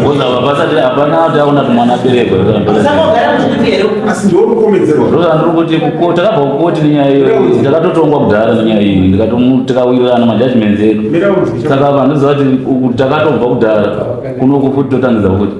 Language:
Shona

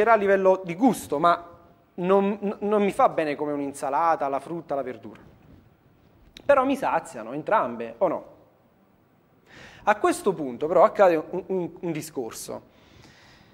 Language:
Italian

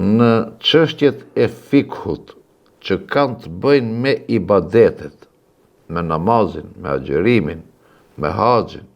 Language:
Albanian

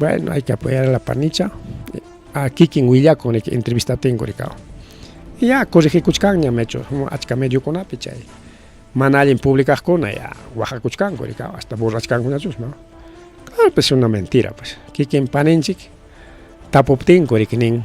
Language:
Ayacucho Quechua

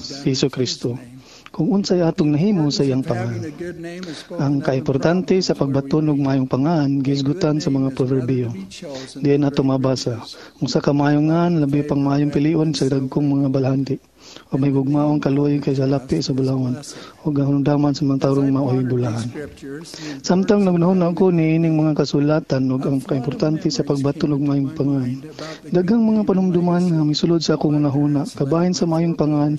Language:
Cebuano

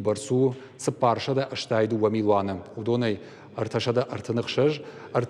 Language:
Ossetic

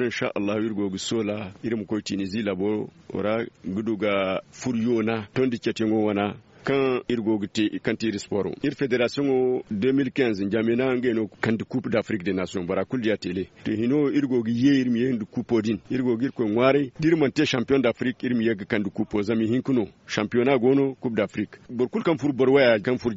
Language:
Zarma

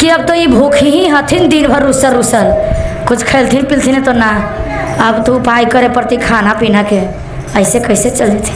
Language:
Magahi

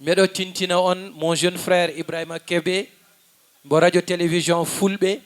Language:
Fula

